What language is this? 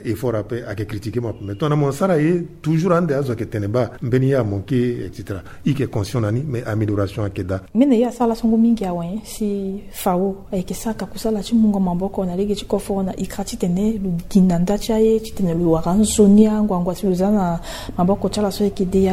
Sango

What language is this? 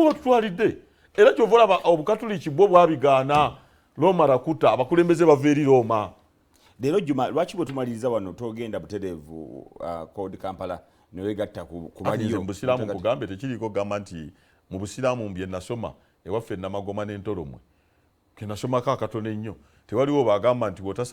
Ganda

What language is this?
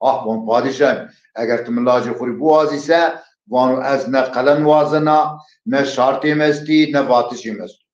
Zaza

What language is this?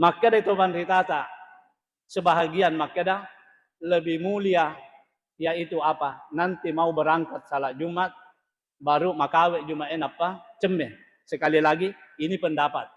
Buginese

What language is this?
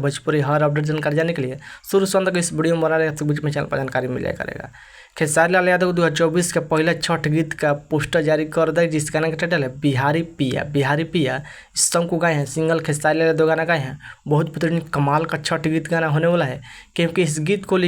Bhojpuri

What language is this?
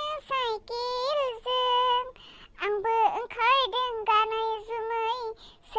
Bodo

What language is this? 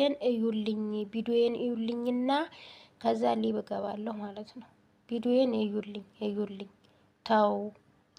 Amharic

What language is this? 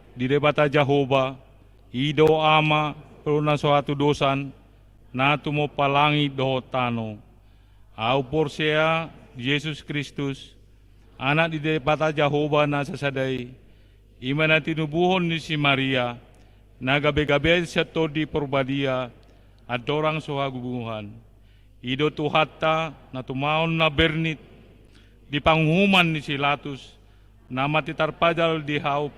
Batak Toba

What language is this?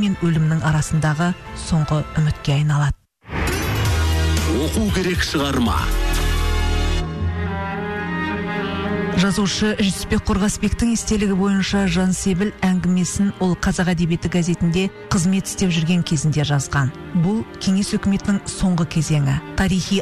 Kazakh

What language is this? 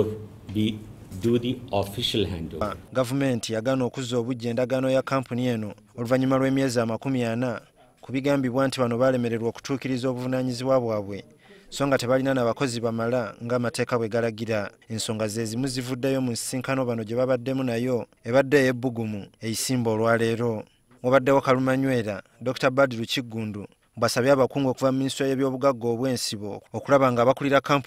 Ganda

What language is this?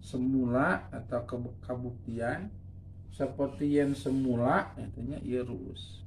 Sundanese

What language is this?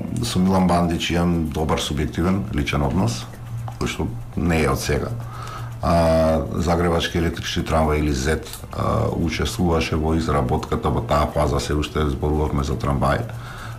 Macedonian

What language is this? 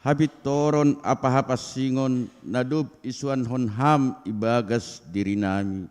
Batak Simalungun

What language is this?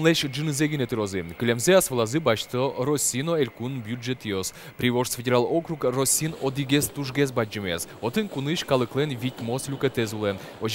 Udmurt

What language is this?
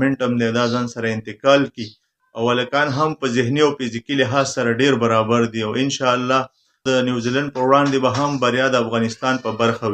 Pashto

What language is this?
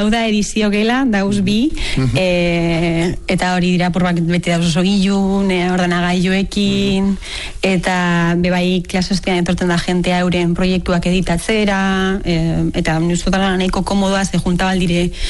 Basque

